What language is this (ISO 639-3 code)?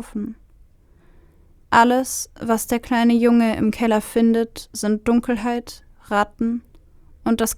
deu